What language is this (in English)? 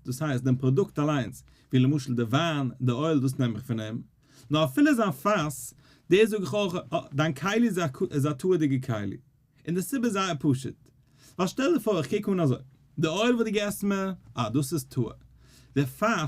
Yiddish